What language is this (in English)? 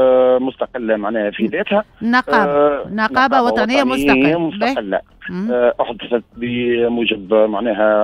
Tunisian Arabic